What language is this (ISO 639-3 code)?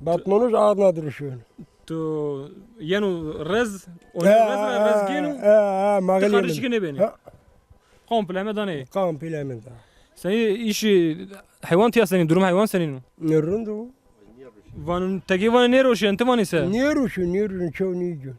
zza